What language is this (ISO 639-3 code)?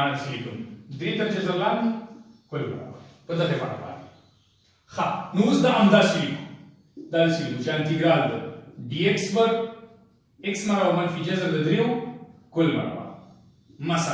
pus